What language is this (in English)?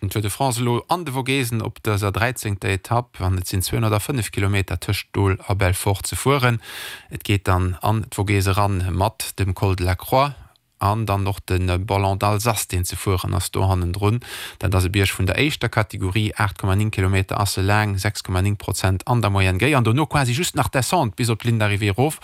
Luxembourgish